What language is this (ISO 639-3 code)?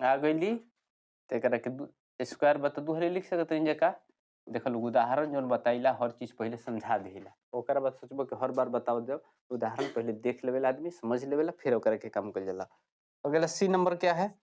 bho